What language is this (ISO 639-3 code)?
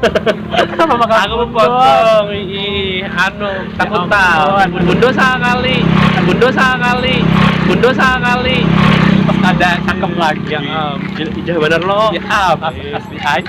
bjn